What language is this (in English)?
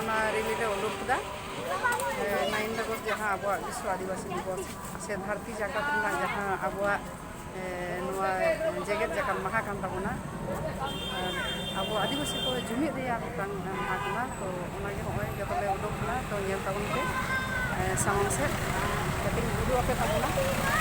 Santali